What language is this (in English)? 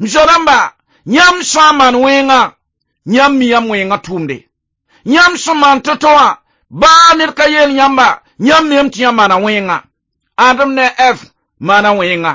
Mossi